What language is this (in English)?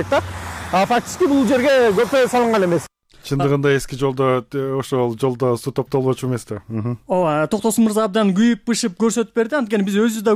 Kyrgyz